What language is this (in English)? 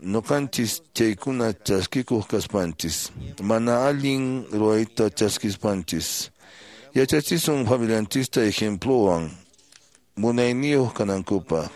Quechua